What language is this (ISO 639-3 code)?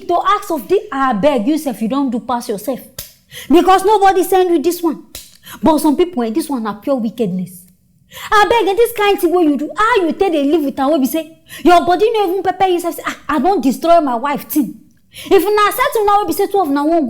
pcm